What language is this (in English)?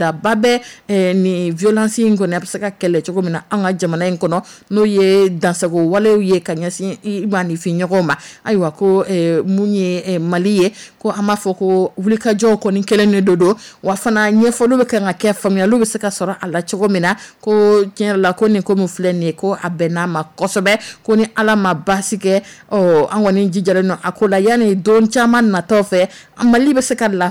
Dyula